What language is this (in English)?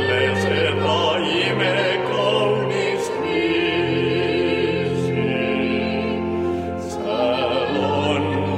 Estonian